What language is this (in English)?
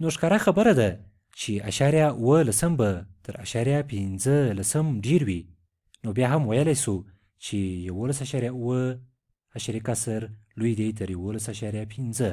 Pashto